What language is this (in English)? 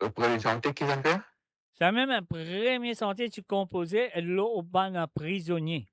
Morisyen